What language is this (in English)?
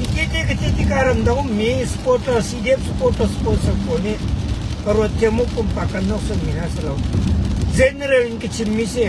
Hakha Chin